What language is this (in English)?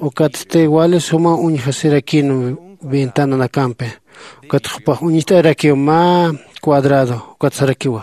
Aymara